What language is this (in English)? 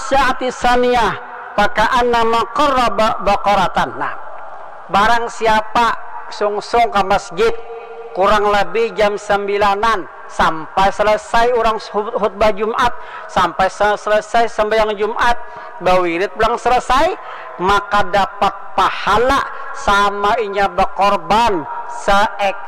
Banjar